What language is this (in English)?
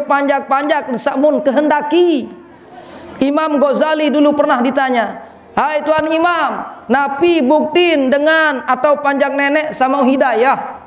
Sasak